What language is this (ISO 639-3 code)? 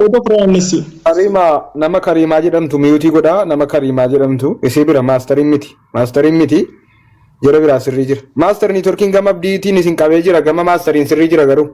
orm